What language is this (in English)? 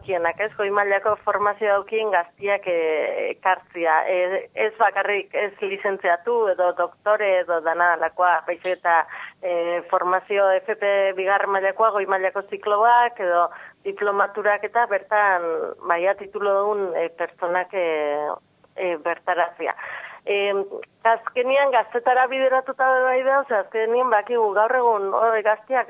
Basque